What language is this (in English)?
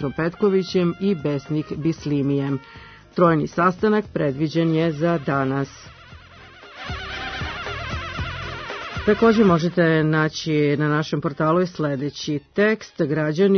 Serbian